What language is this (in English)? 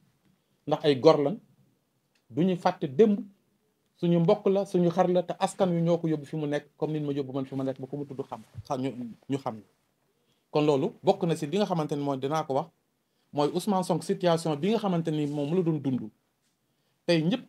Wolof